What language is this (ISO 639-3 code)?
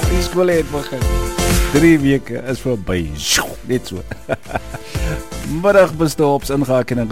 afr